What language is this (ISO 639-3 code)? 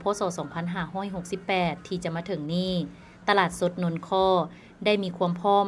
lao